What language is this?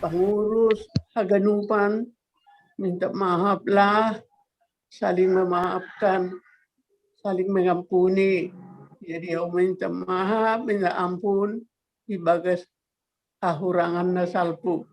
Batak Simalungun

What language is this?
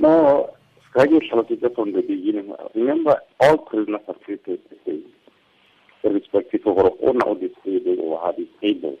Tswana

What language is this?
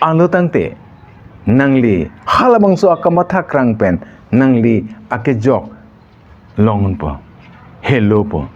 Karbi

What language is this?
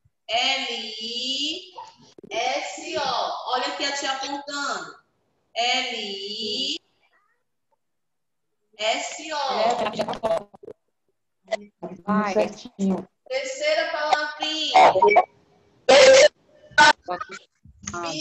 Portuguese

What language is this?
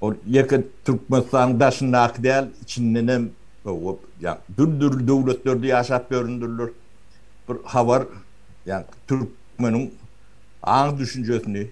Turkmen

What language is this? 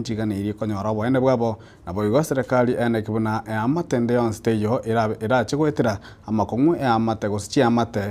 Gusii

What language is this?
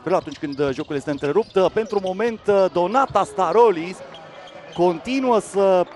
Romanian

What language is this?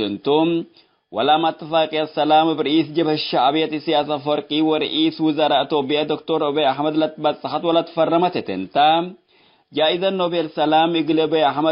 Tigre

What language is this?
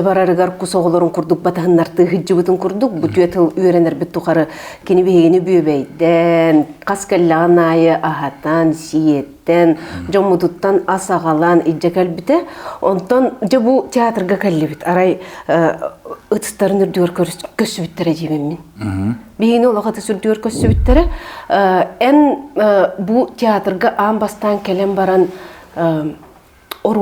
Yakut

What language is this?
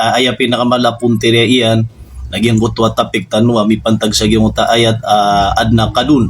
Maranao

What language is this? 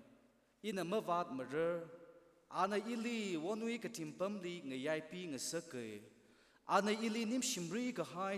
Tangkhul Naga (India)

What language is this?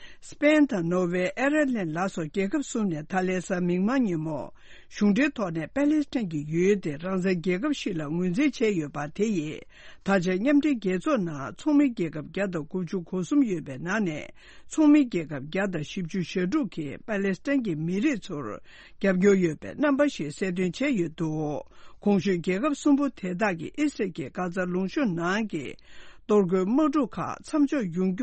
Tibetan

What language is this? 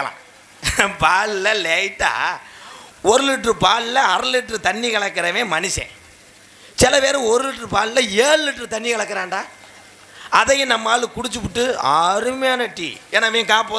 Tamil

